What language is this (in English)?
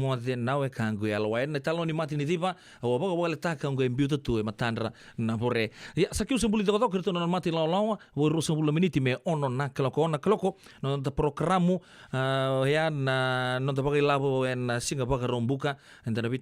Fijian